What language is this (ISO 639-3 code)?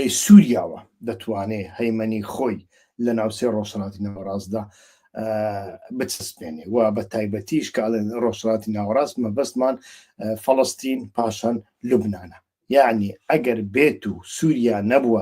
ckb